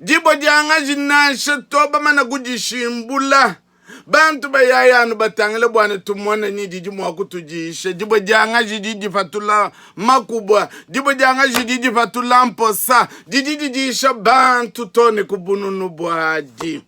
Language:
Luba-Lulua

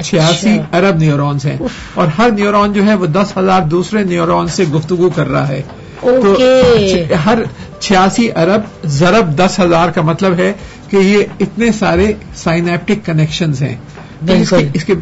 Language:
Urdu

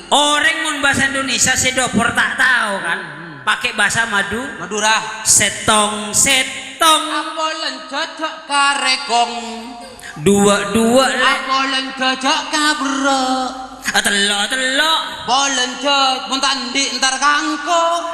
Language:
Madurese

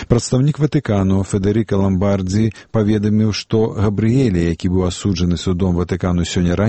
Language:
Belarusian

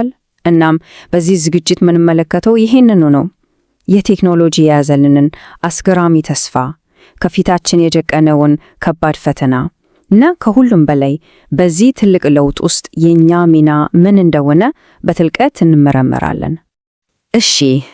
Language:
Amharic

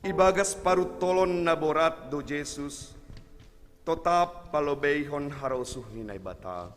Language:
Batak Simalungun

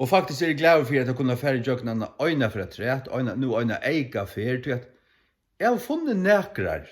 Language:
Faroese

